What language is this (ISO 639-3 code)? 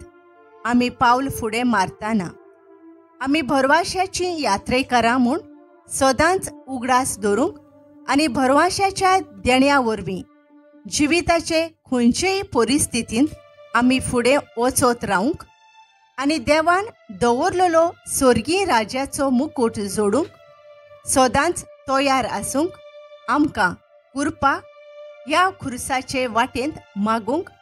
kok